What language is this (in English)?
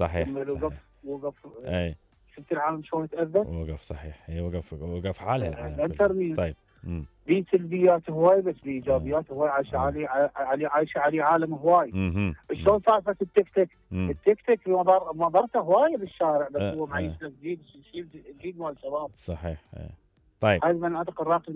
Mesopotamian Arabic